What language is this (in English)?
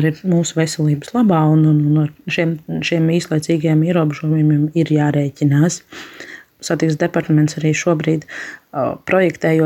Latvian